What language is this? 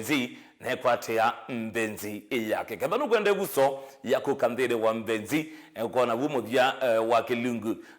Kamba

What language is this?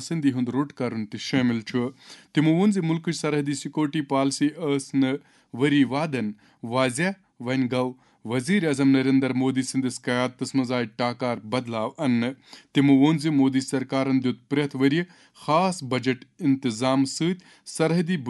Kashmiri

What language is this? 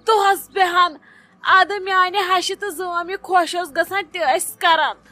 Kashmiri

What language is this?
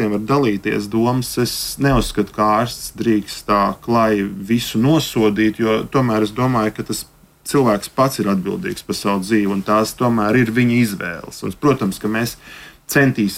Latvian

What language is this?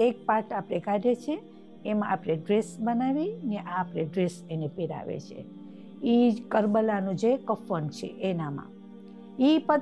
Gujarati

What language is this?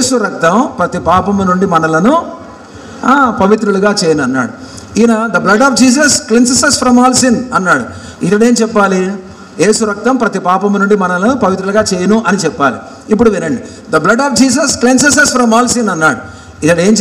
Telugu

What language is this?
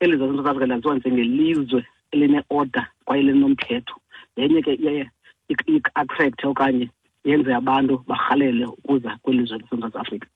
Xhosa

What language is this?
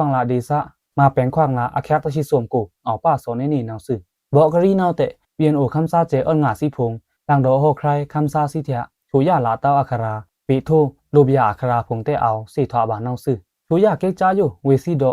Pa'o Karen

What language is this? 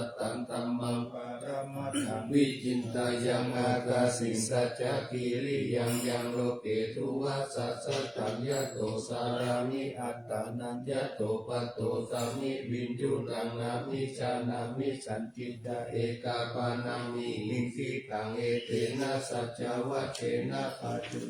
Pali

